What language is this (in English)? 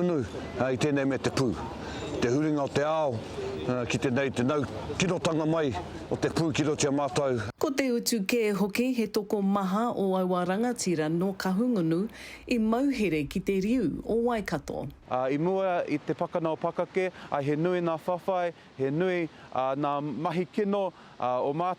Māori